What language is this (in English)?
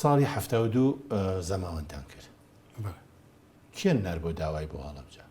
Central Kurdish